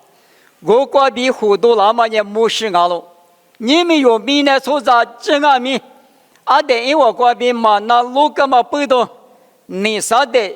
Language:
Lisu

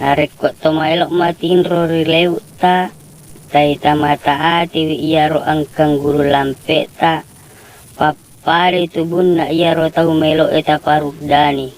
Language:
Buginese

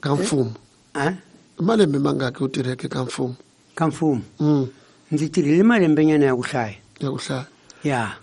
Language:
Tsonga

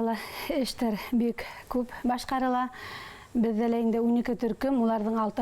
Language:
Bashkir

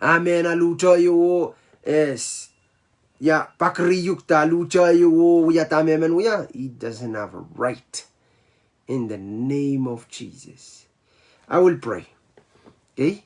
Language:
Pohnpeian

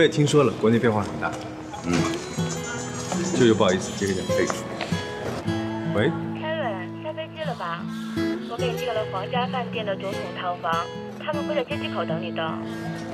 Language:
Chinese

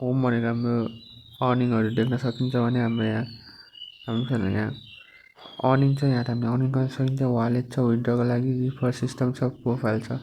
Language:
Nepali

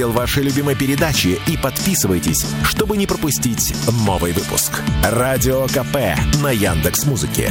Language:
Russian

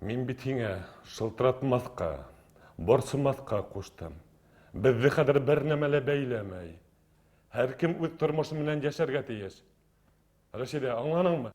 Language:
Bashkir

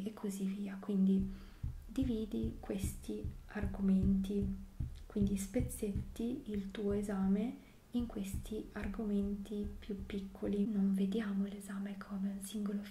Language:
Italian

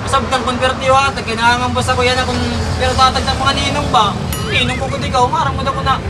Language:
Waray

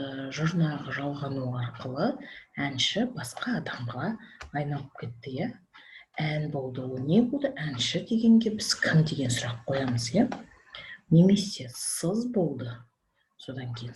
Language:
Kazakh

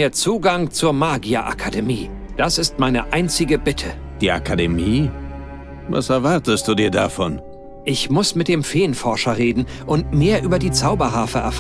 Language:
Bavarian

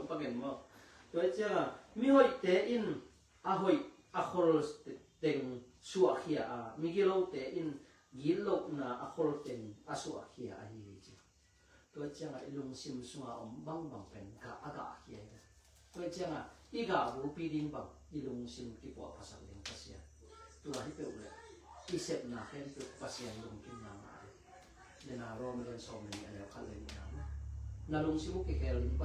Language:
Tedim Chin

